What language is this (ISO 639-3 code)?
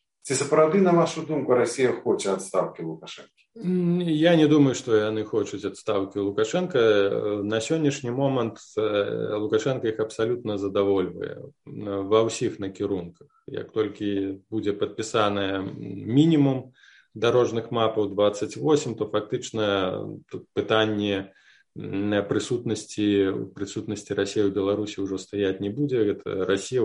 bel